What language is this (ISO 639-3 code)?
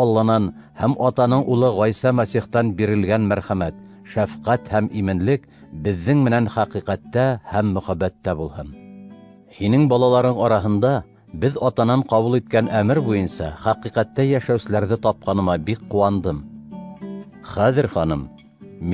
bak